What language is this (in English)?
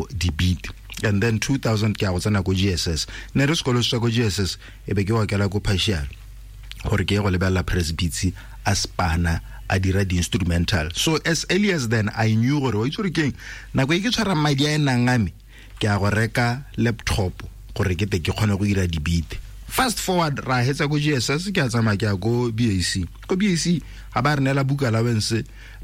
Tswana